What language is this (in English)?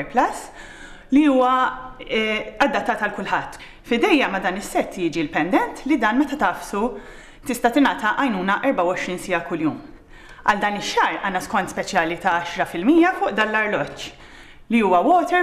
Maltese